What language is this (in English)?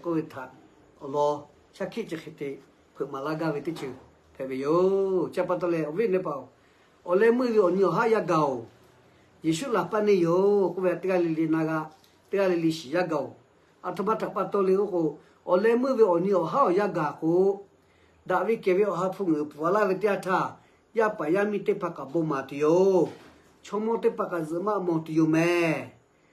Lahu